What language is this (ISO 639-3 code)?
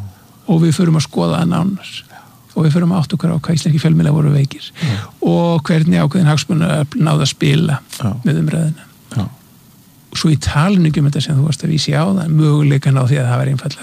isl